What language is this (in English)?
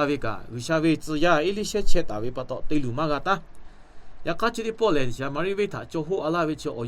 Lahu